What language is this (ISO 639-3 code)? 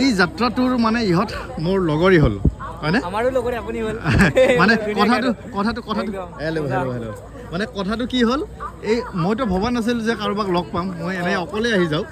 asm